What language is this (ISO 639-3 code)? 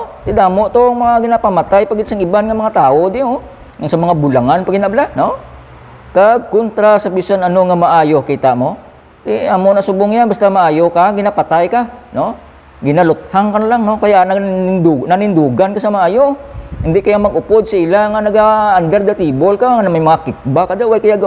hil